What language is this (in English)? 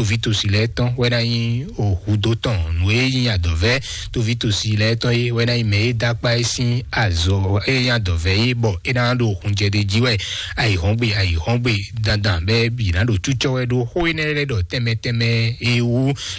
Fon